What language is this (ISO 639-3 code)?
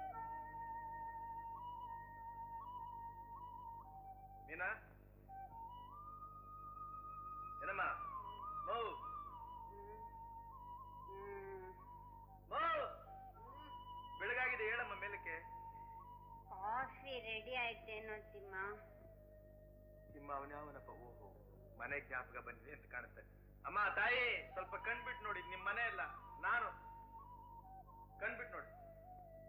kan